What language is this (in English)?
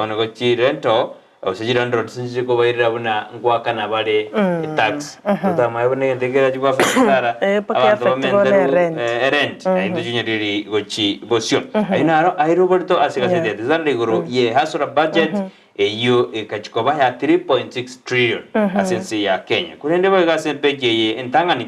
Gusii